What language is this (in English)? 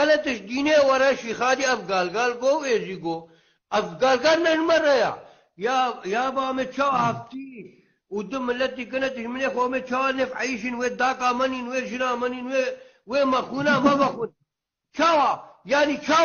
Kurdish